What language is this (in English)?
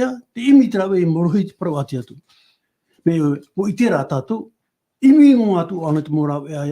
Tahitian